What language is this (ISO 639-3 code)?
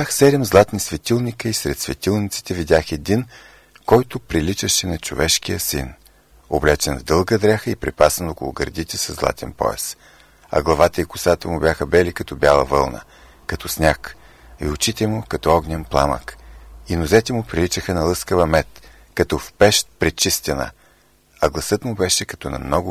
bul